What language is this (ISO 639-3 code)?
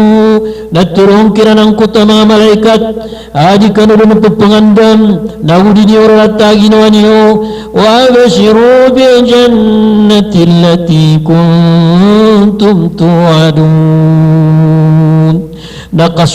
mrw